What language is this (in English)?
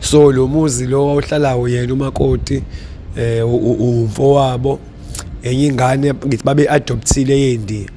Zulu